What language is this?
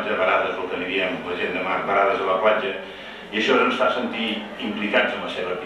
Catalan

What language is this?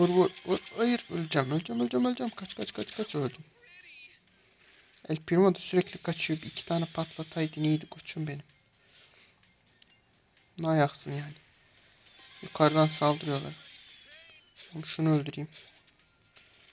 Turkish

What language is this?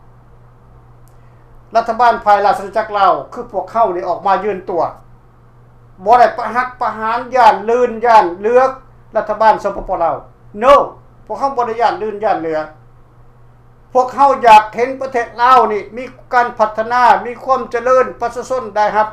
Lao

